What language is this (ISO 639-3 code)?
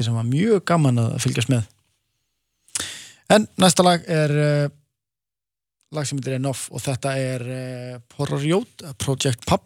isl